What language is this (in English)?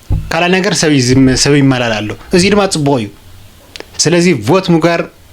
Tigrinya